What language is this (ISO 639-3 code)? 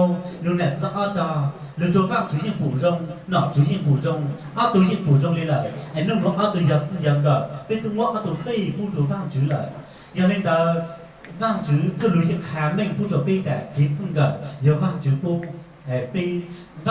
hmn